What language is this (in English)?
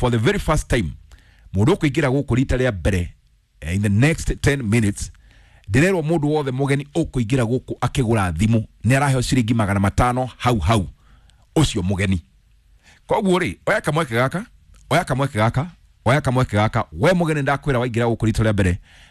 Kikuyu